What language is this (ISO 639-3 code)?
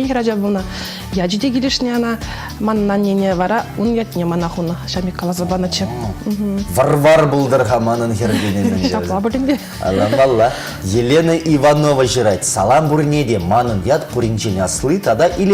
chv